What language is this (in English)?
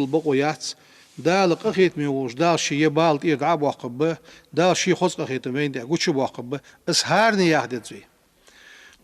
Ingush